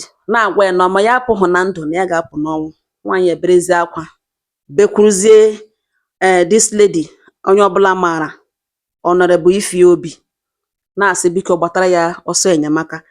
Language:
Igbo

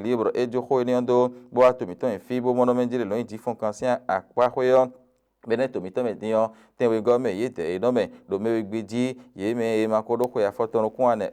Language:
Fon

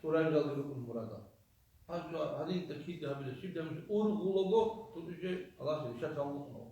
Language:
Avaric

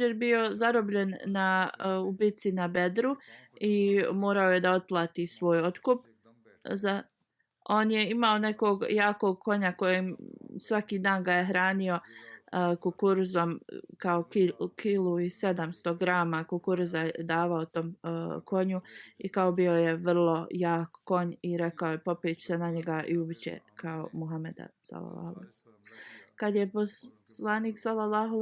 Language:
Bosnian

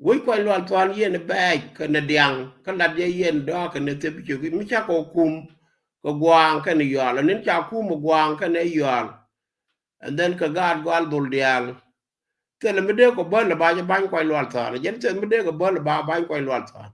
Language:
Nuer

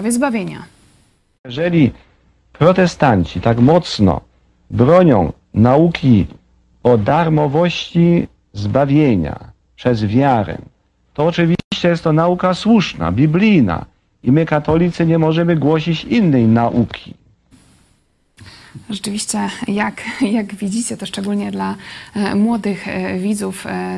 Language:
Polish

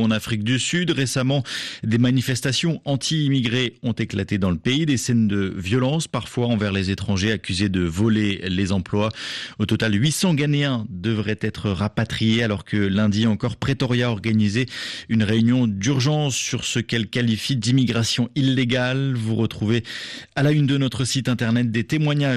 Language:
French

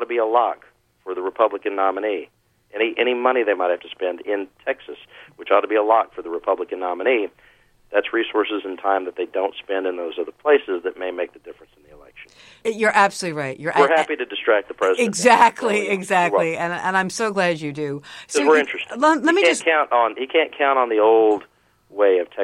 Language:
English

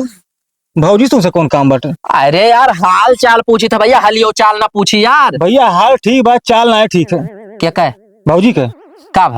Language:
Awadhi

